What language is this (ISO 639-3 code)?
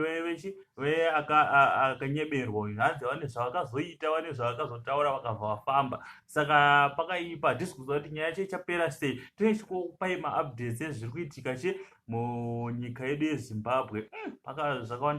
sna